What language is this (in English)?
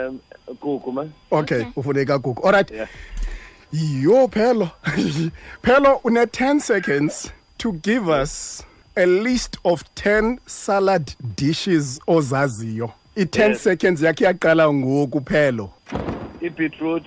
Xhosa